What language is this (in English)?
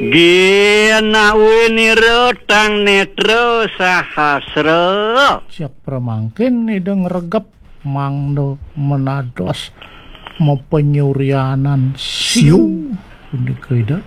Balinese